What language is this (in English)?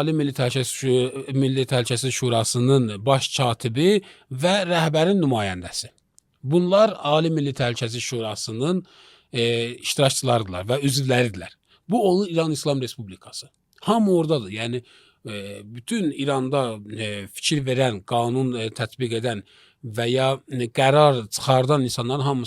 Azerbaijani